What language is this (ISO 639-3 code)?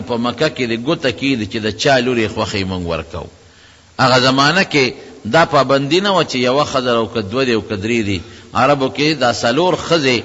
pus